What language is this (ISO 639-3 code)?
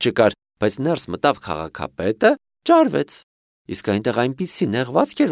hye